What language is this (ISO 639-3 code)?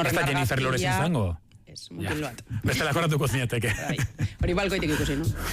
eus